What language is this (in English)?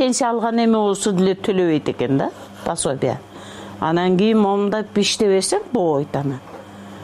Kyrgyz